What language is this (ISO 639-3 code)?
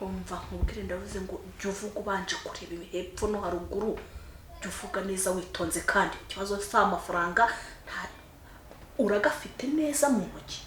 kin